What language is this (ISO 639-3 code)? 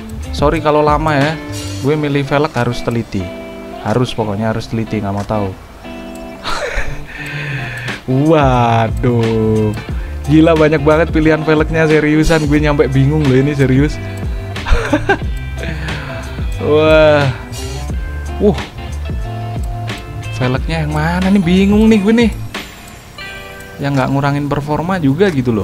ind